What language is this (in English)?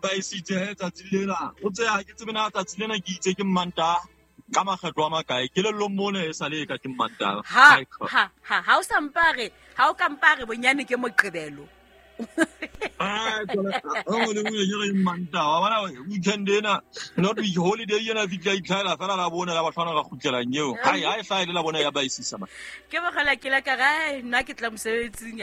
Southern Sotho